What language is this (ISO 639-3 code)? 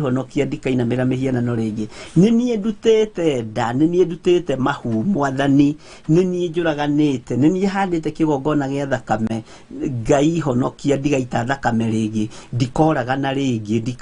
kik